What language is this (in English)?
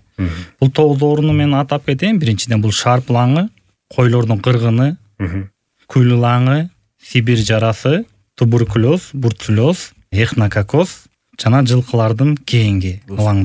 Kyrgyz